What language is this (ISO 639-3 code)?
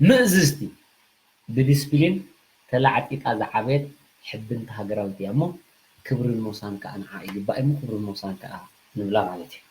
tir